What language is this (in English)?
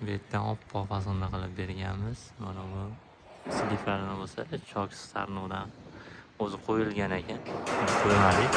Uzbek